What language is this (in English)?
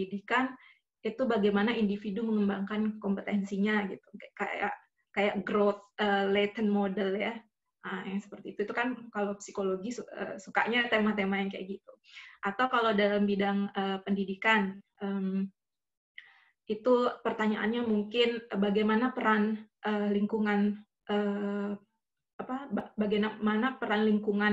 Indonesian